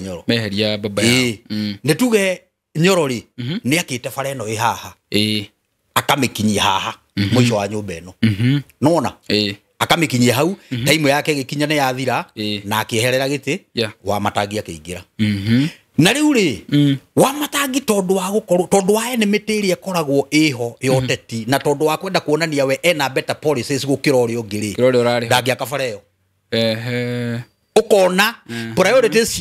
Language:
Kikuyu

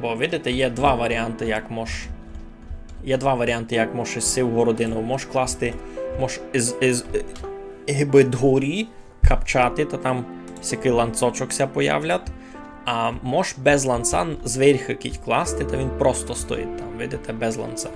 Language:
Rusyn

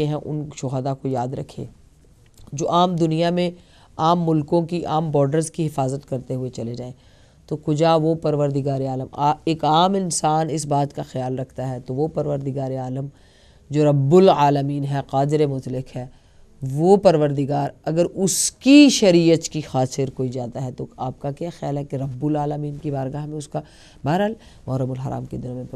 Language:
Urdu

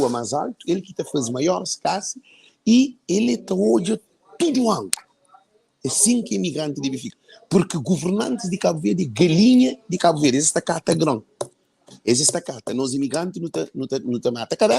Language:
Kabuverdianu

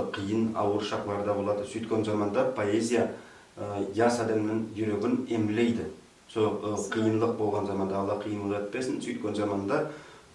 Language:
Nogai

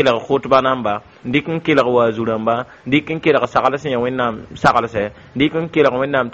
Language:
Mossi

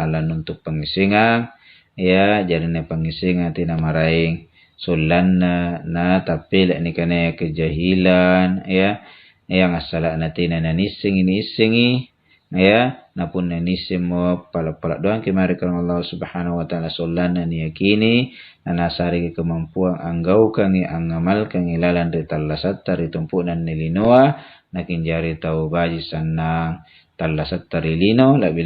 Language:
Makasar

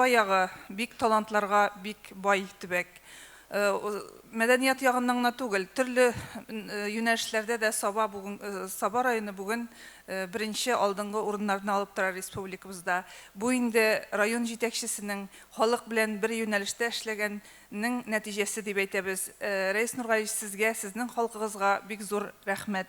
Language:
Tatar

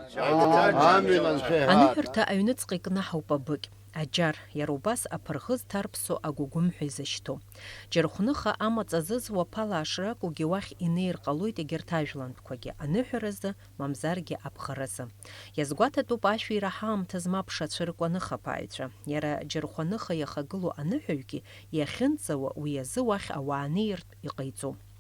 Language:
Abkhazian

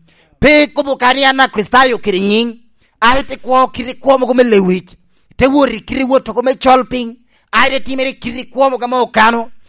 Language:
Lango (Uganda)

